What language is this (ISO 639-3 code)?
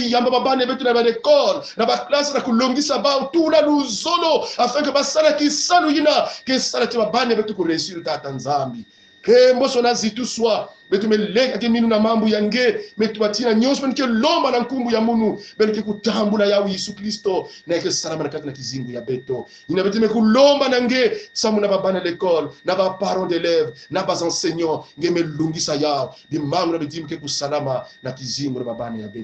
kon